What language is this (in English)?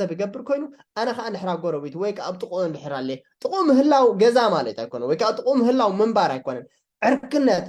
Tigrinya